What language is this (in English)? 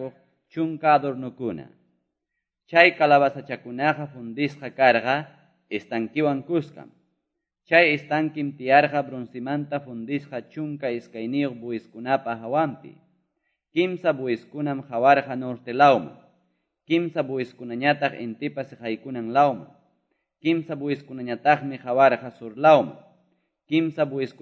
Quechua